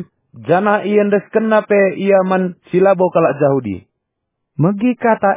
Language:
Batak Karo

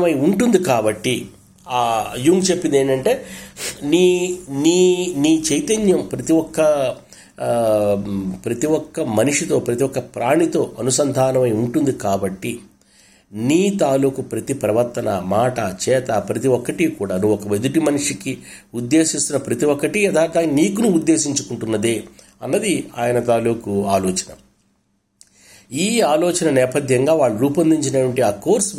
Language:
Telugu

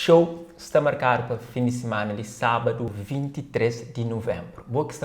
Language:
Kabuverdianu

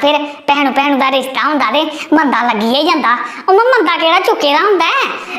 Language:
Dogri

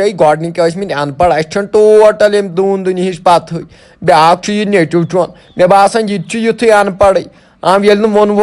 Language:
Kashmiri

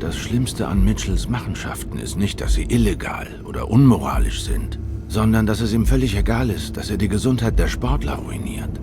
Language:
Swiss German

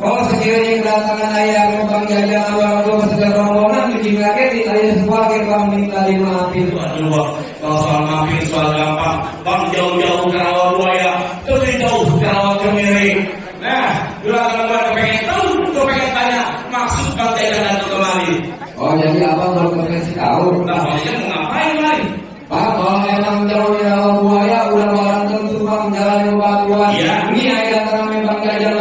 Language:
Betawi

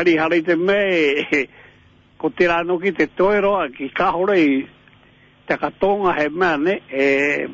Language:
Māori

